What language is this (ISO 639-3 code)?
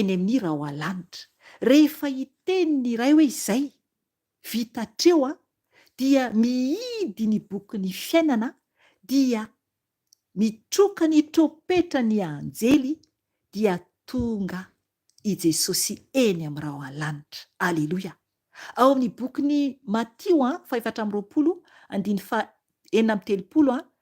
mlg